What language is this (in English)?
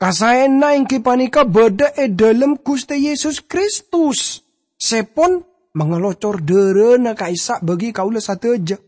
Madurese